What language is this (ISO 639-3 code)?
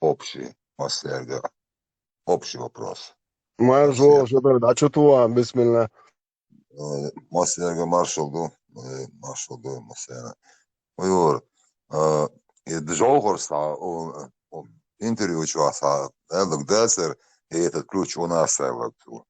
che